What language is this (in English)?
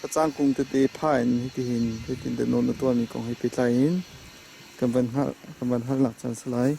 Hakha Chin